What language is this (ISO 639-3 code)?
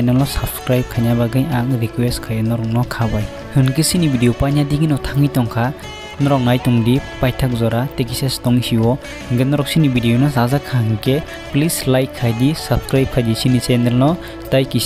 trp